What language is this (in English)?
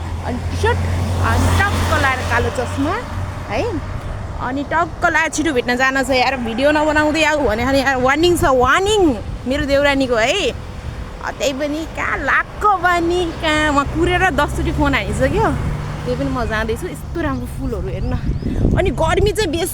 Nepali